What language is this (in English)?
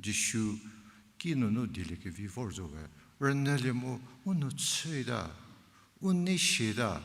Angami Naga